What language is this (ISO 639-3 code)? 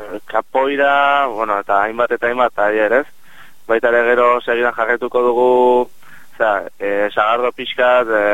eus